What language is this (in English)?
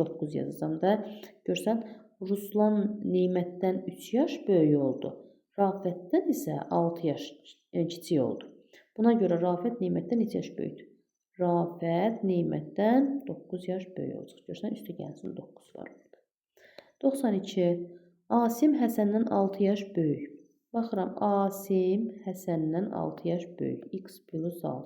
Azerbaijani